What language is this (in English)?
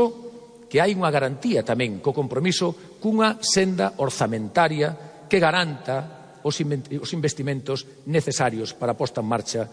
Galician